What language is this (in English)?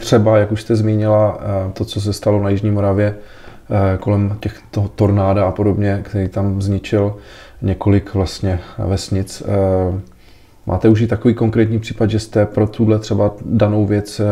Czech